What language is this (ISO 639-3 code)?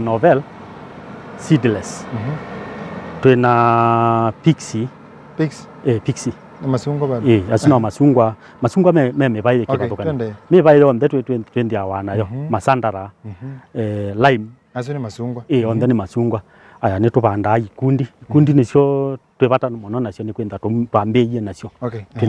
kam